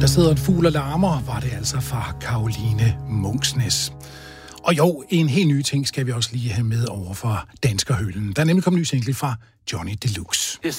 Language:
Danish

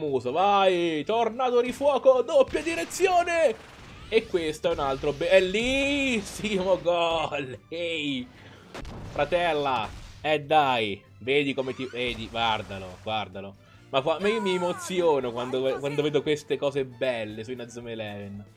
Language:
Italian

